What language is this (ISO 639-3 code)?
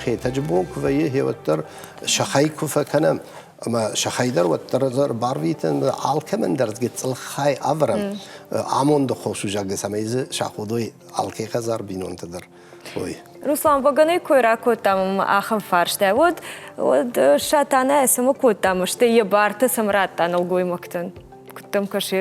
oss